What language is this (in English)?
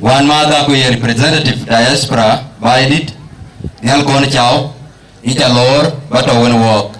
Dinka